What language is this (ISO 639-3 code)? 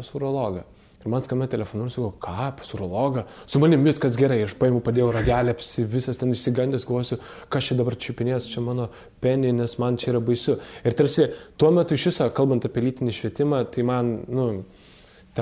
lit